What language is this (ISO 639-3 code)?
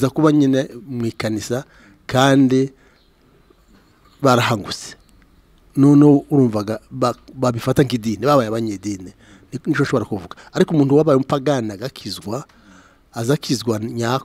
kin